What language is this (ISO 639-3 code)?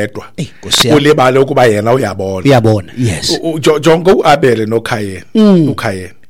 xho